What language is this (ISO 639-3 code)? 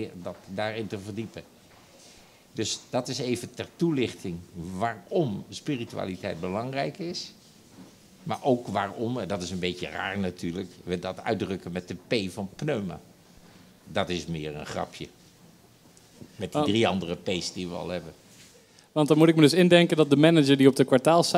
nld